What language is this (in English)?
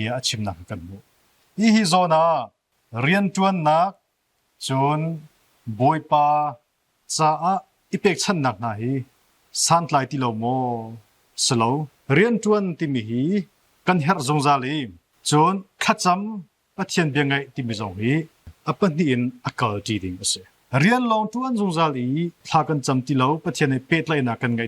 Hakha Chin